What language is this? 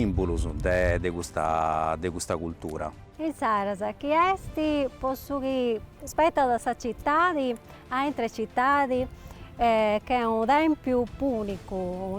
Sardinian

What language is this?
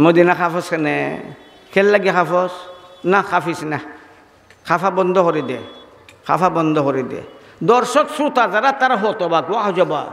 Sylheti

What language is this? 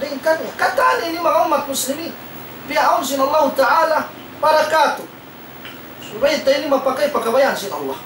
Tausug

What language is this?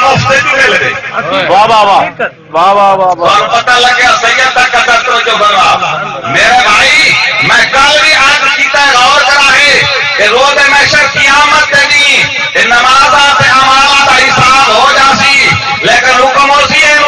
Saraiki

